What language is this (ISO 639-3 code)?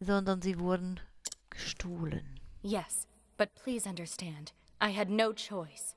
gsw